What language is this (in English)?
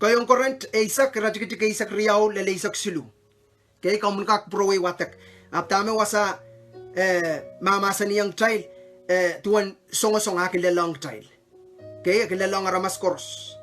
Pohnpeian